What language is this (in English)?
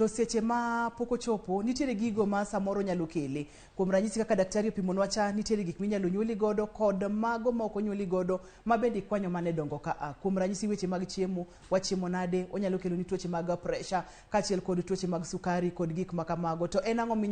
Luo (Kenya and Tanzania)